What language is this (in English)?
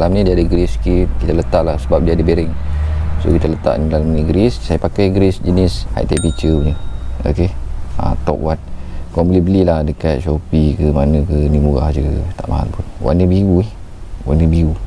Malay